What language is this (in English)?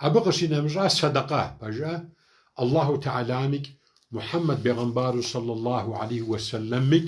Kabardian